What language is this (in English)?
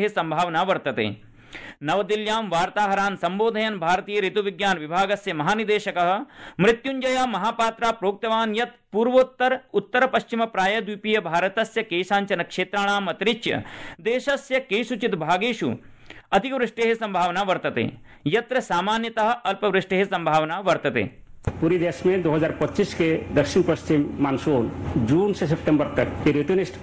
Sanskrit